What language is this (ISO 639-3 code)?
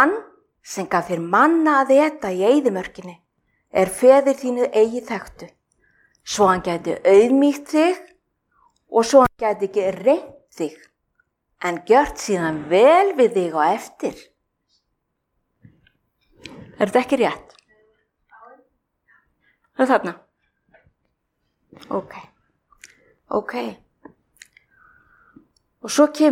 isl